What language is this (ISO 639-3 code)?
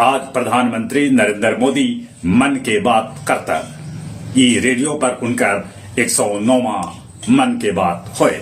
mag